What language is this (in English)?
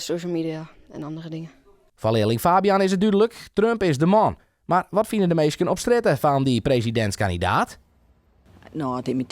Western Frisian